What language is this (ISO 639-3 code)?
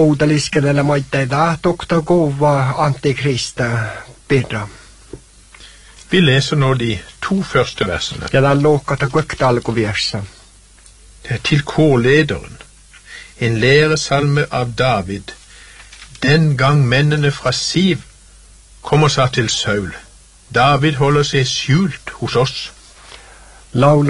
nor